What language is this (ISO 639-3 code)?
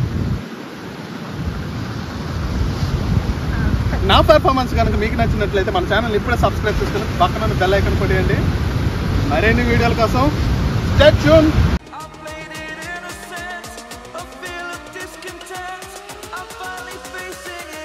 tel